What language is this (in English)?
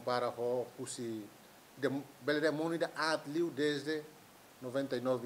Tetum